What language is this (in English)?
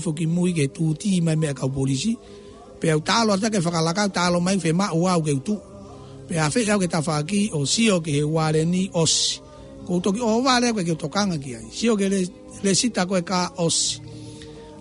Tongan